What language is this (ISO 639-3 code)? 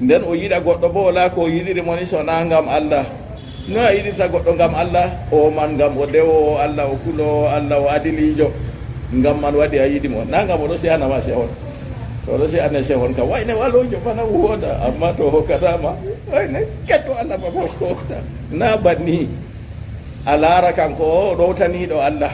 ful